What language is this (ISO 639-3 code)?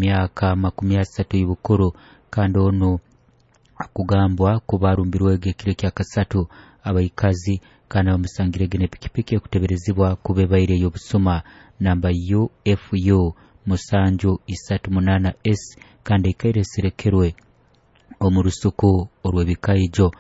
nyo